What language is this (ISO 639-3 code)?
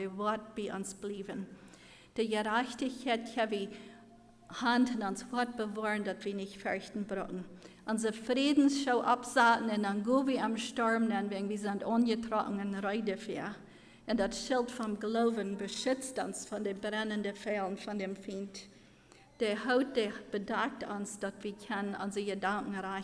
pdt